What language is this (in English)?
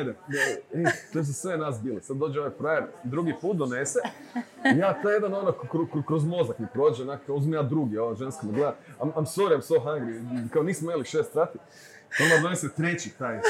Croatian